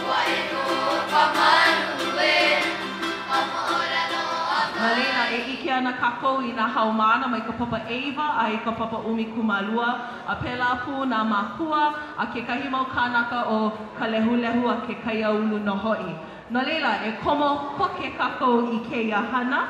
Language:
Hawaiian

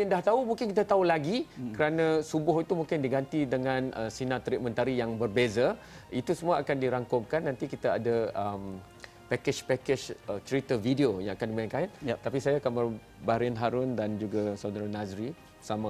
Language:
Malay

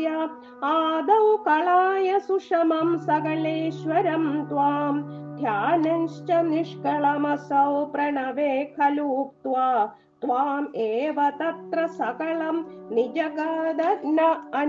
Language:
Malayalam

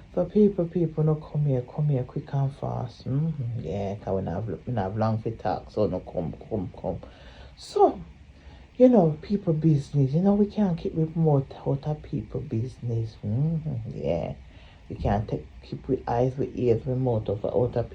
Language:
Jamaican Creole English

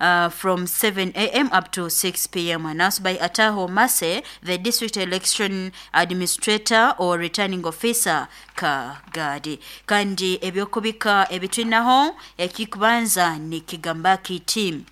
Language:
Nyoro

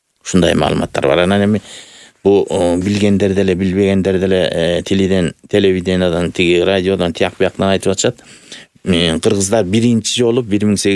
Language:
Kyrgyz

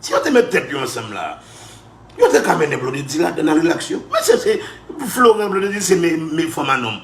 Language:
Haitian Creole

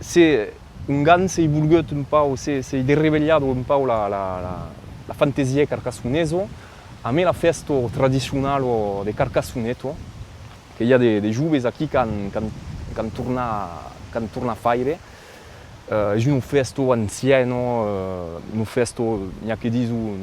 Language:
Occitan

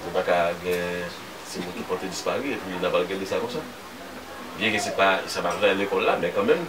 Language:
Haitian Creole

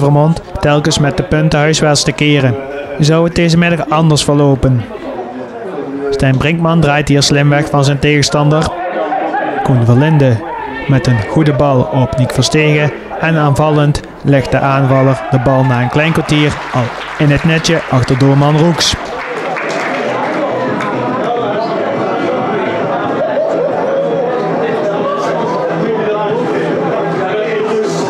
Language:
Dutch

